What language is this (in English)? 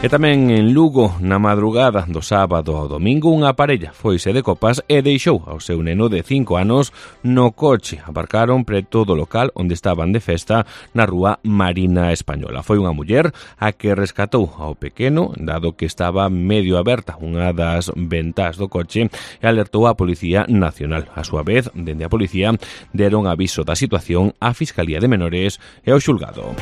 Galician